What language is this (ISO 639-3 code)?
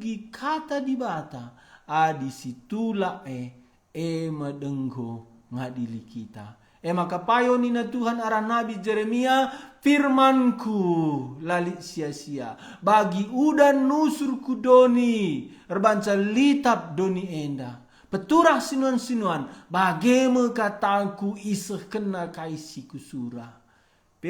btx